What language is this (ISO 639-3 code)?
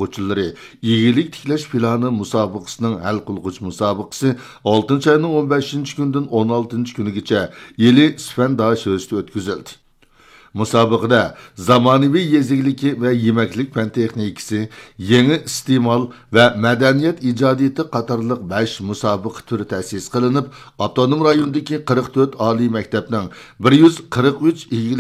uig